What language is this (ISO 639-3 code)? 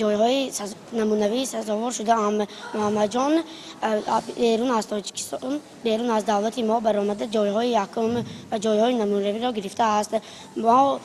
tgk